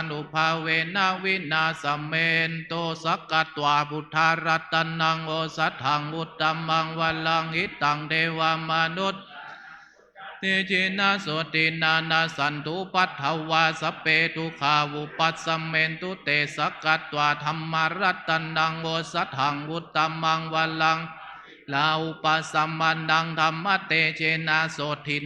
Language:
Pali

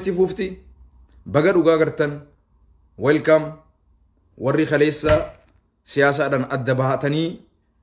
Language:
Oromo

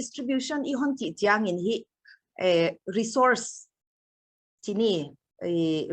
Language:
Paite Chin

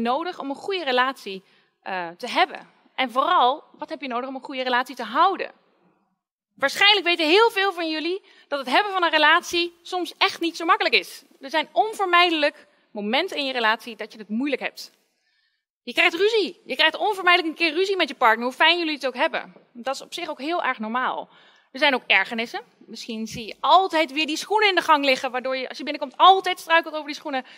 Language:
Dutch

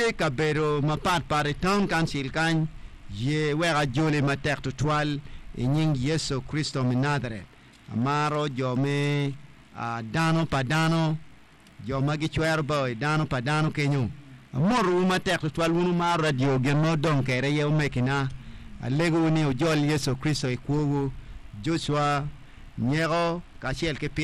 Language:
Acoli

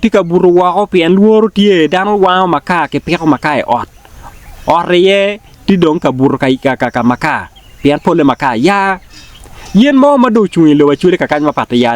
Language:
Acoli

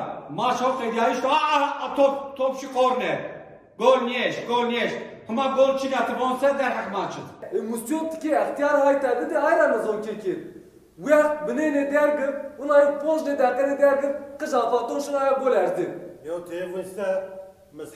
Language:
Zaza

